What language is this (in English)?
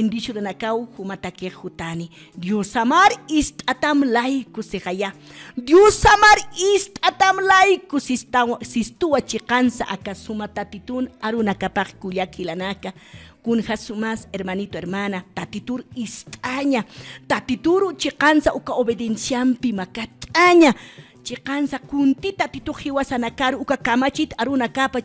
Aymara